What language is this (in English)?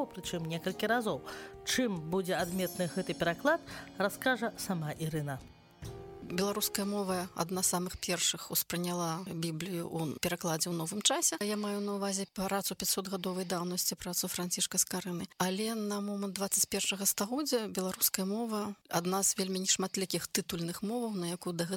Belarusian